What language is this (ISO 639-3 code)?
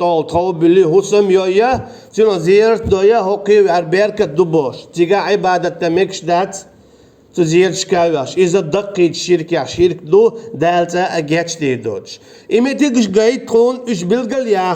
che